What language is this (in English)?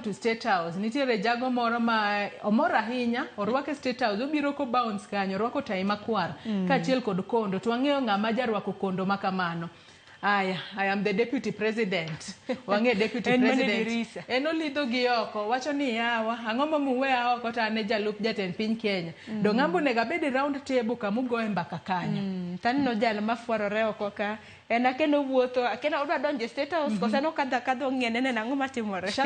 Luo (Kenya and Tanzania)